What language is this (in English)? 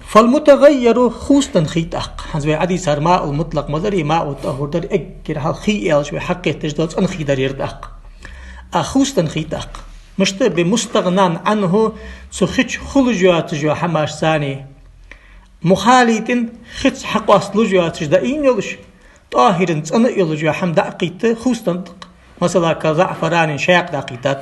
Ingush